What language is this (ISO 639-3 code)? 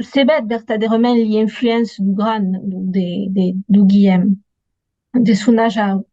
oci